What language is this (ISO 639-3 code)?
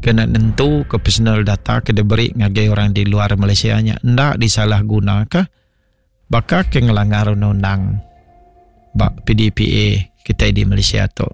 iba